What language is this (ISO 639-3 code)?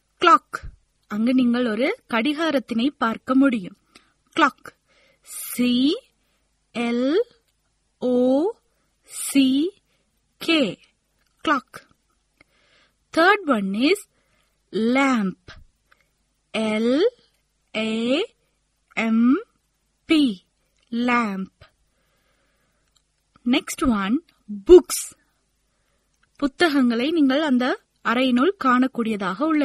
tam